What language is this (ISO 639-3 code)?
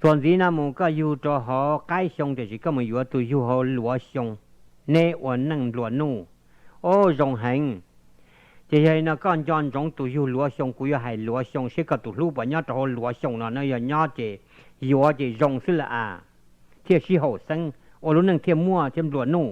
hmn